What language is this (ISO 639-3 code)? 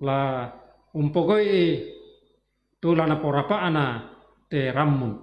sda